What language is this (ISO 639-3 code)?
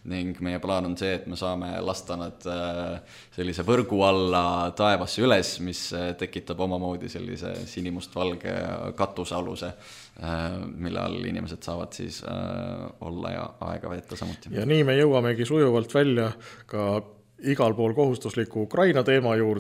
est